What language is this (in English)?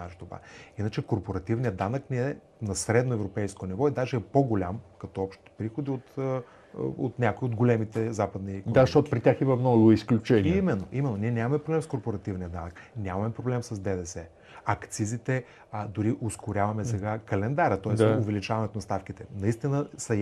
Bulgarian